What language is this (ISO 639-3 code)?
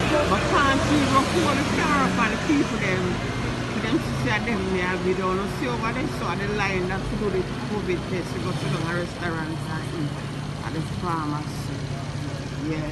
jam